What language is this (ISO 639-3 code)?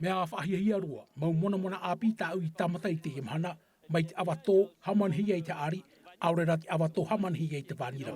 tah